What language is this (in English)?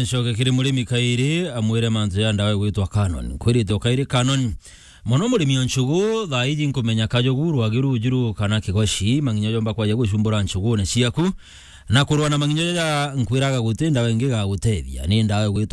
Meru